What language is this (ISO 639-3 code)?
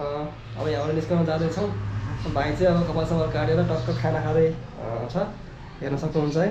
nep